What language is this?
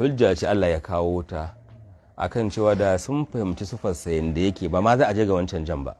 Hausa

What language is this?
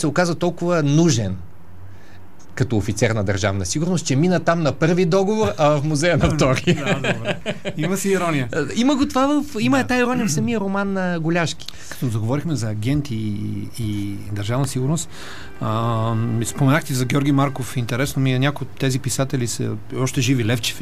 Bulgarian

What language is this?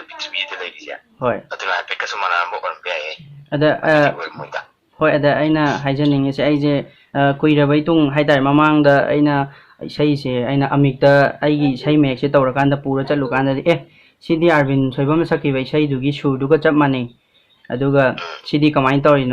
Manipuri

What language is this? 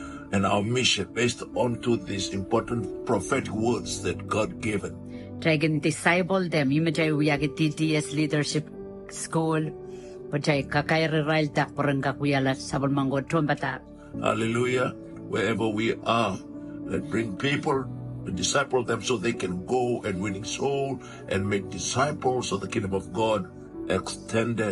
Pohnpeian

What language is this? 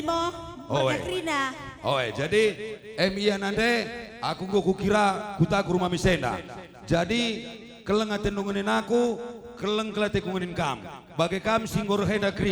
Batak Karo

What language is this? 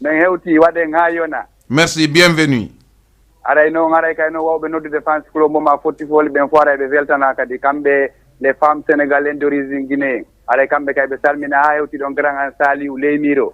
Fula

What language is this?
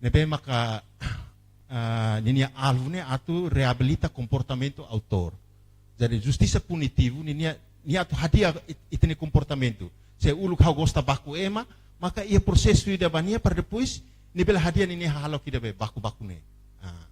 Tetum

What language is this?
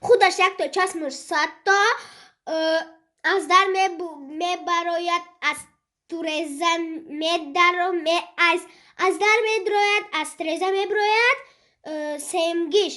Tajik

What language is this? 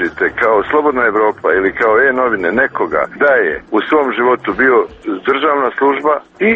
Serbian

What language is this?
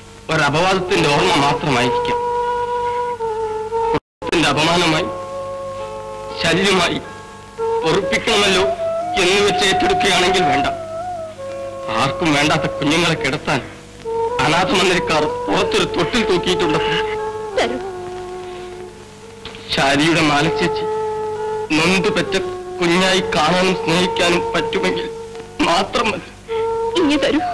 Malayalam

